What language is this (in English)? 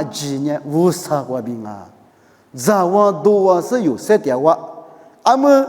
Lisu